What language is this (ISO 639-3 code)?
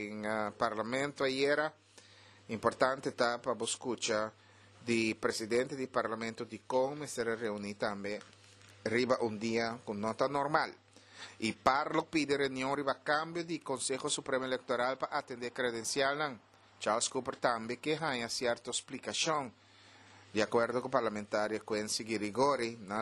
pap